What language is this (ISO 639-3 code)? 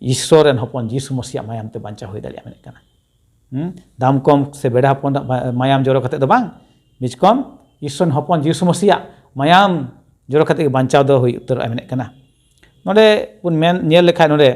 sat